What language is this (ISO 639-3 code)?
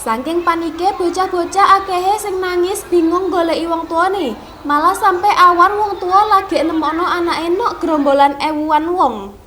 jav